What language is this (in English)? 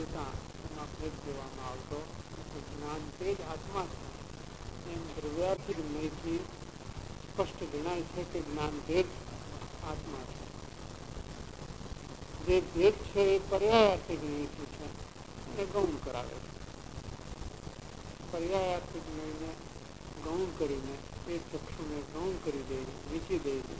Gujarati